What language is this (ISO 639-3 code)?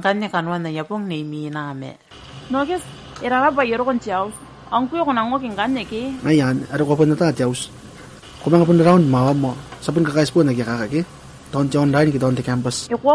gil